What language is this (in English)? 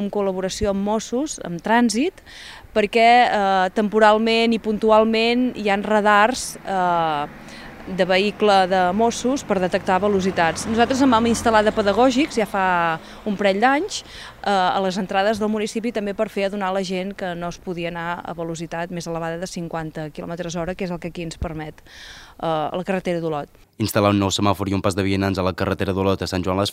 Catalan